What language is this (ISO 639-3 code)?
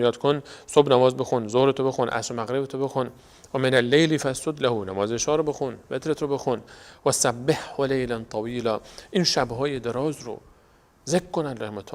fas